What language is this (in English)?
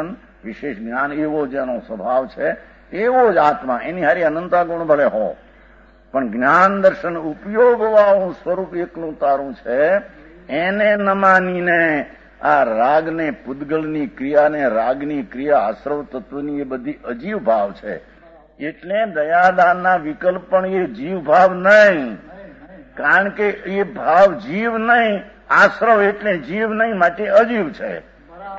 Gujarati